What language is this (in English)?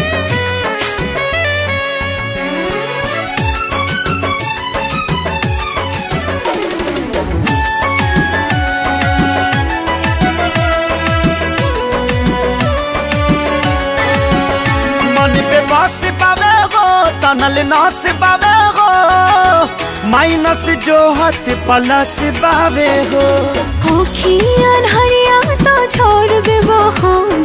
Bhojpuri